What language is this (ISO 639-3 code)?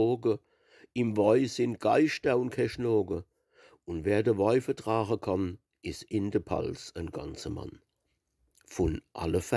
pfl